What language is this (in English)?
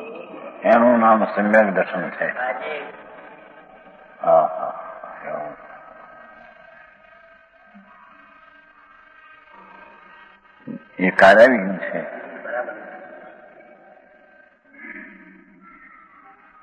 Gujarati